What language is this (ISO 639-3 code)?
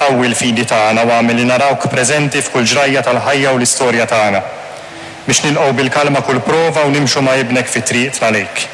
mlt